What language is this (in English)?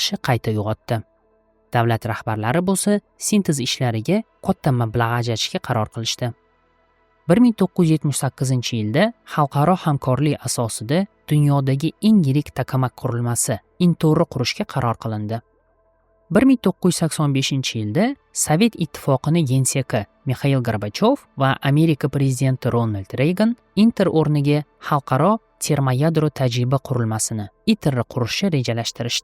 Uzbek